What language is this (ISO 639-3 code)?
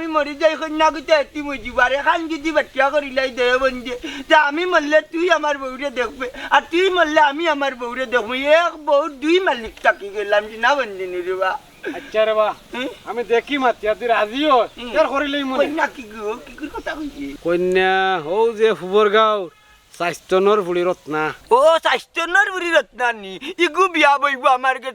syl